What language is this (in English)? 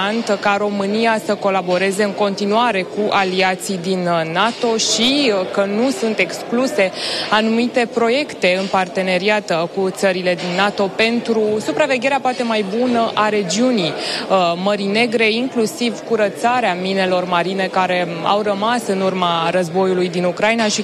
Romanian